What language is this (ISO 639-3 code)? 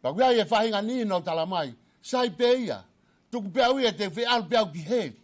ton